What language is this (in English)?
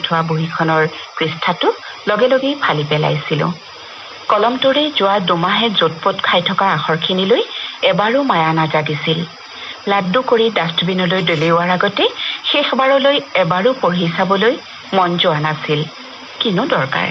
Assamese